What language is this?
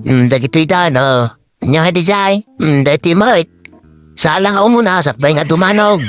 Iloko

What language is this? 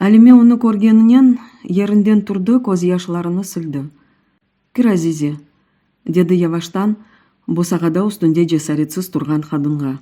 Crimean Tatar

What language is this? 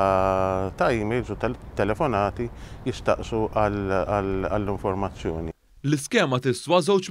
Maltese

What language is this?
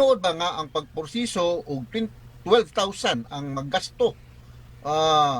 Cebuano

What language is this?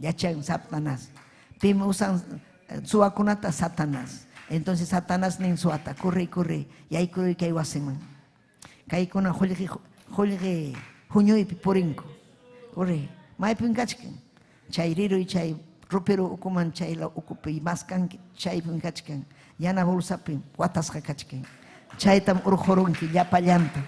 Ayacucho Quechua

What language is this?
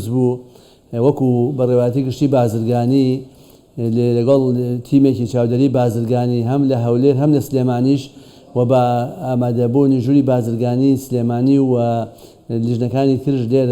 Central Kurdish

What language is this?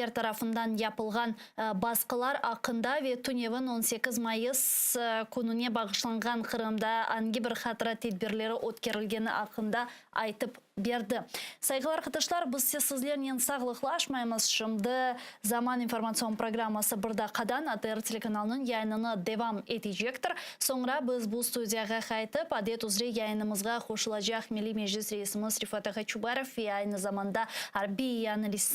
Crimean Tatar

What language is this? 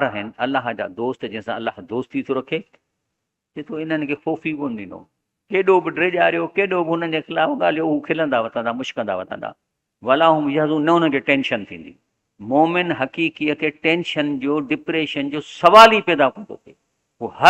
Sindhi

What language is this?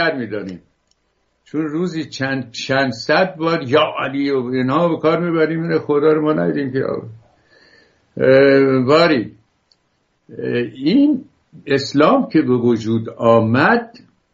Persian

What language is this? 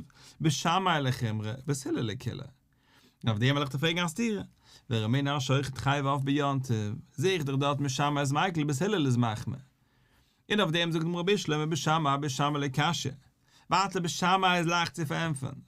Yiddish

